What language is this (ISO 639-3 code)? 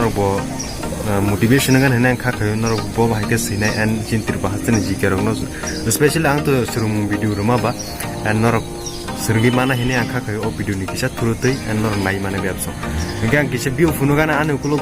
trp